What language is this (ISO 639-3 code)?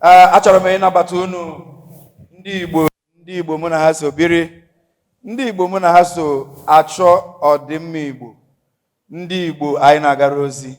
ibo